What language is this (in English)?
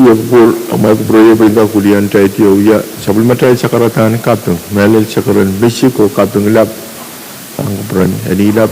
Pohnpeian